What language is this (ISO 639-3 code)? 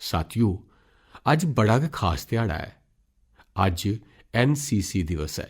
doi